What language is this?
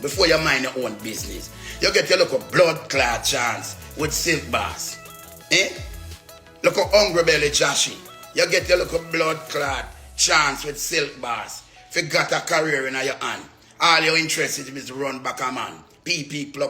Jamaican Creole English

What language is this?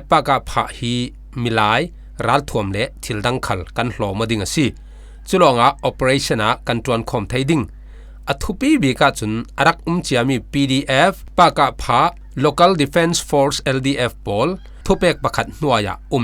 Falam Chin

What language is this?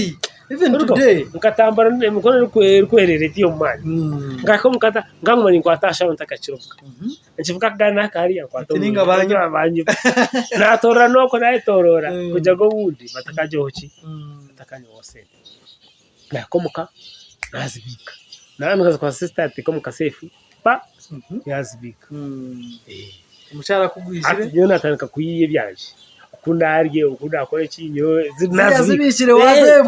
Nyankole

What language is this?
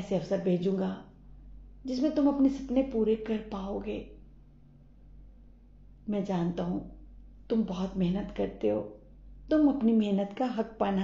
Hindi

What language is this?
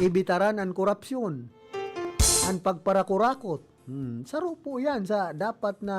Bikol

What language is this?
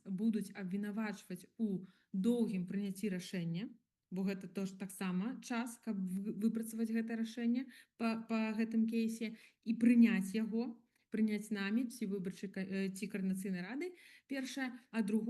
Belarusian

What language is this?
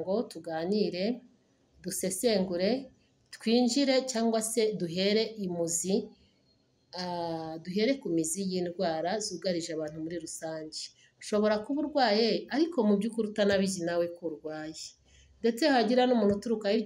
Kinyarwanda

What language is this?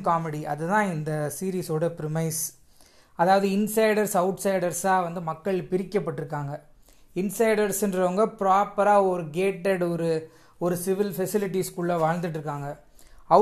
Tamil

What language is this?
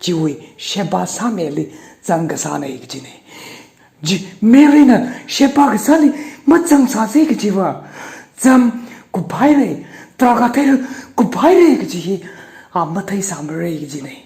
Tangkhul Naga (India)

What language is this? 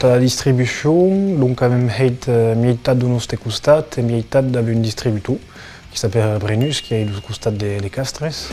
Occitan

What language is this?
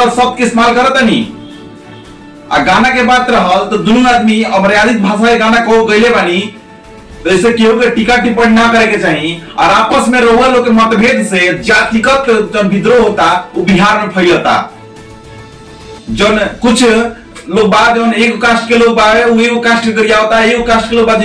Bhojpuri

